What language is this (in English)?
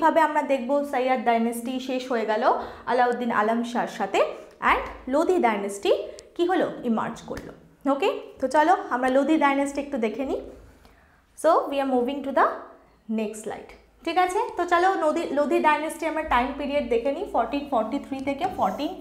Bangla